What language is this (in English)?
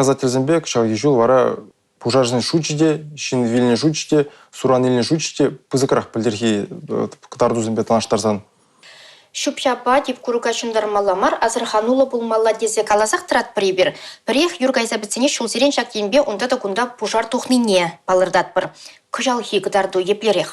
Chuvash